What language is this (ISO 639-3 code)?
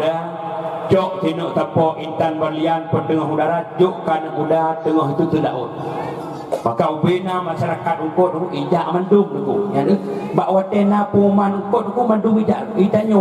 ace